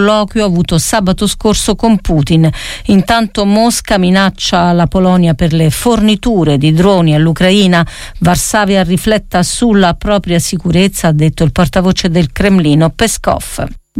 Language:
Italian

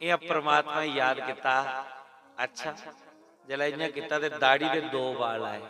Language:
Dogri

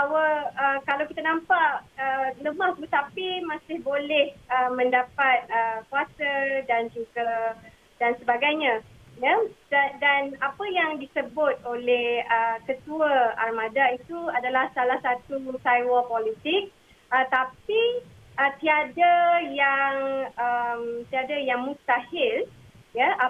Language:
Malay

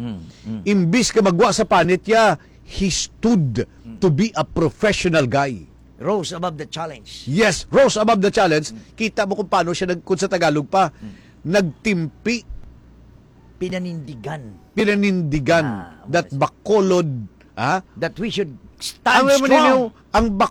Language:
Hiligaynon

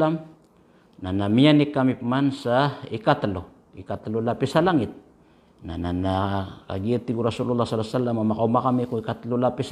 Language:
Maranao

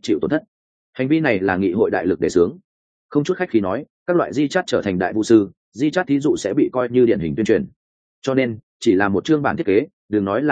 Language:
Vietnamese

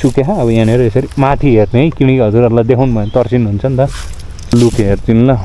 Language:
Nepali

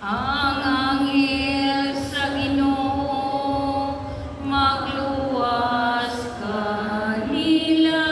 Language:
Cebuano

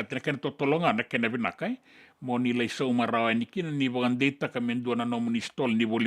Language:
Fijian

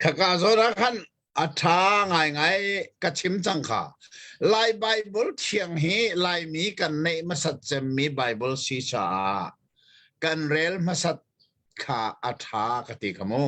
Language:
Hakha Chin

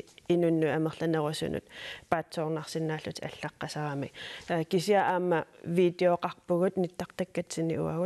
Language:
Kalaallisut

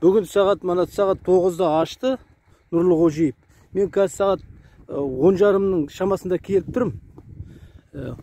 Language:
Kazakh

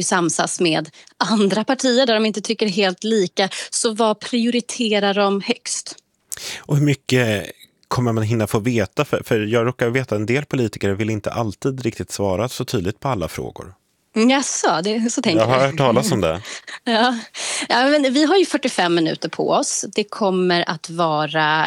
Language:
Swedish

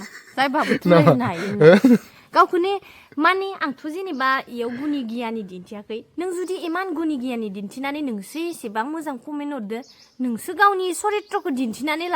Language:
Bodo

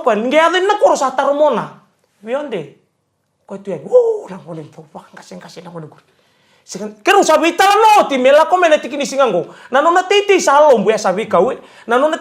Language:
Fijian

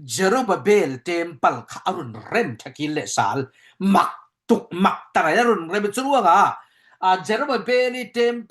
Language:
Falam Chin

